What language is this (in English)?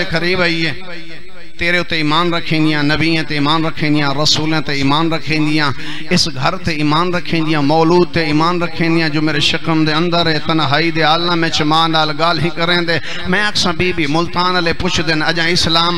Saraiki